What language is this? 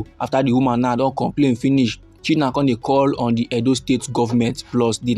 Nigerian Pidgin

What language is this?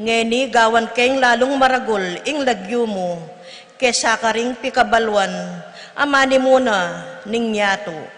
Pampanga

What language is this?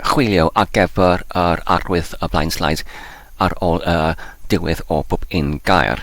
Welsh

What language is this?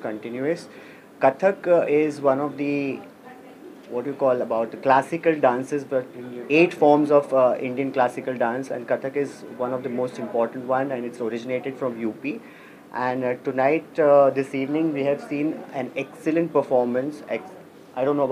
English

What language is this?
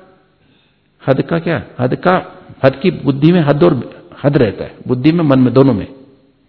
Hindi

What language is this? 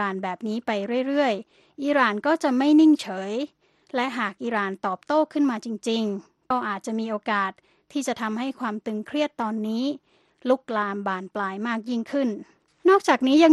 Thai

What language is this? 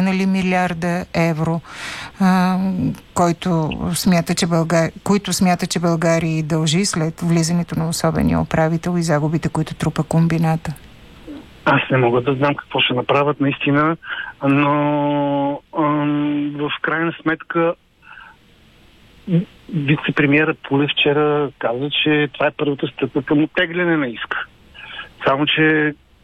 Bulgarian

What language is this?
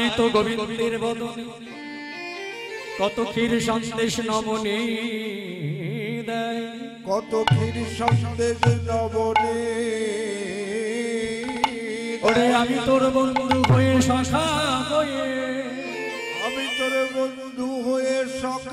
Bangla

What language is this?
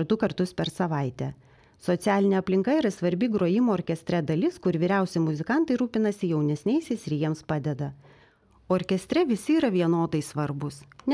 Lithuanian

